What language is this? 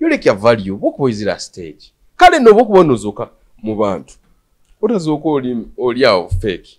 Tooro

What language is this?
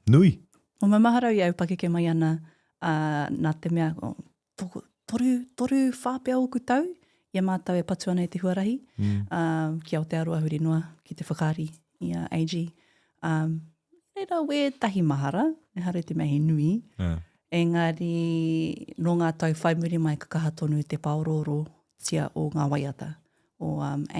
Māori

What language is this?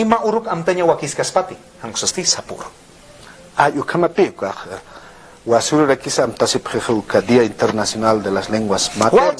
Aymara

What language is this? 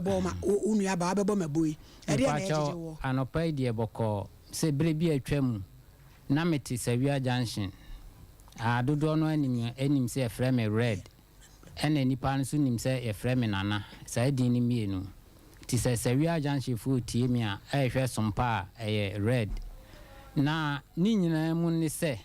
Akan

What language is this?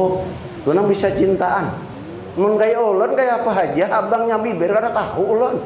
Banjar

